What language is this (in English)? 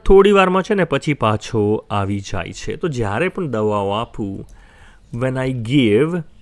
Gujarati